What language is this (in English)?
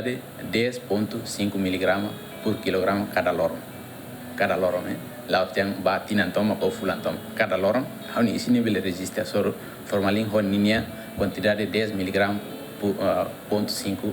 Tetum